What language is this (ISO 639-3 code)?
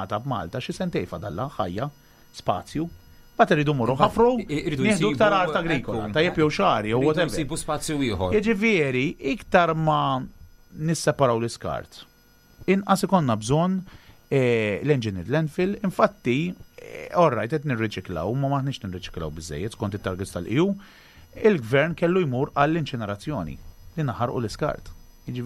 mlt